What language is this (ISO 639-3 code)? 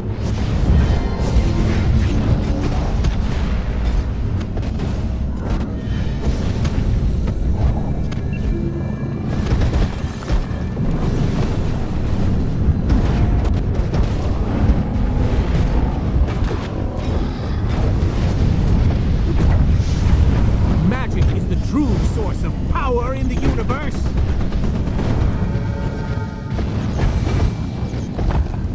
eng